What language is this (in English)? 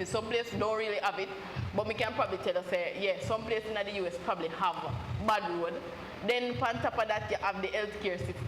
Jamaican Creole English